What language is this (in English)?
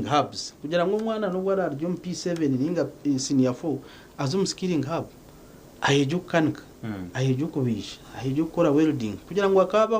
Nyankole